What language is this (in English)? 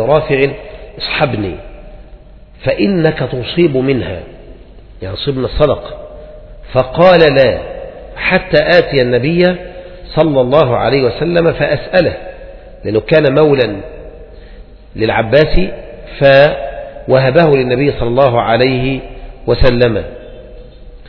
Arabic